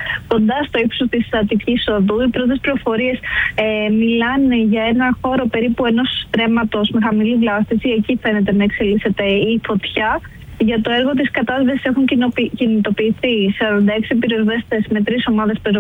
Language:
Greek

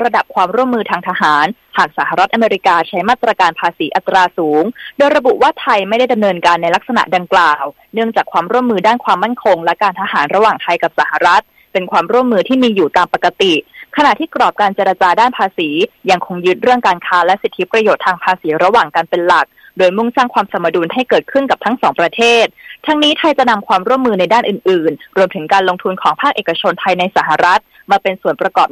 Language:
Thai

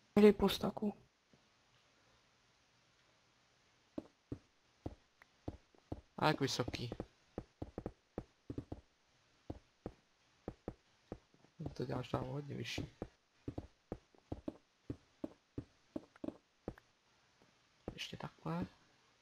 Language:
Czech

